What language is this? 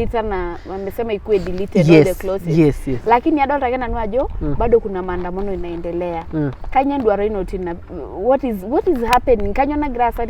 Masai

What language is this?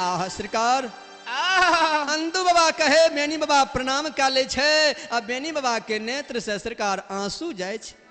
Maithili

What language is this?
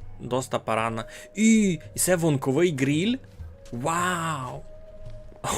Rusyn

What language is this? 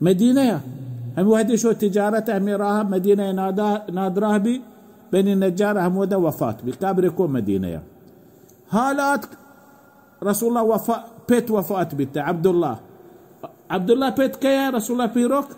Baluchi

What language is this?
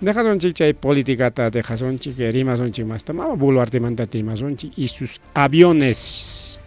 Ayacucho Quechua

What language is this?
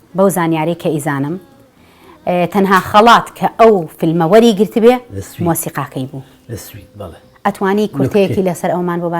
Central Kurdish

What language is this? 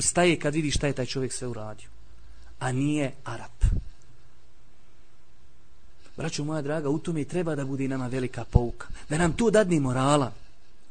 Bosnian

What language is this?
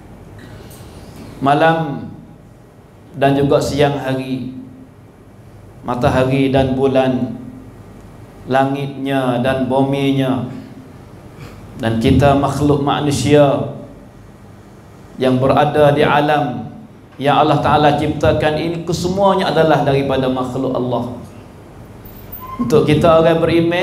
Malay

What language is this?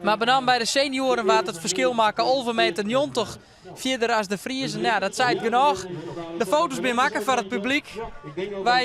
Western Frisian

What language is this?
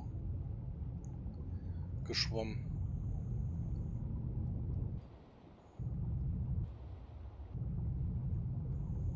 German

